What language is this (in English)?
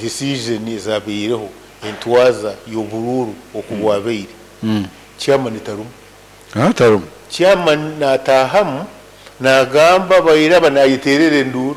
Nyoro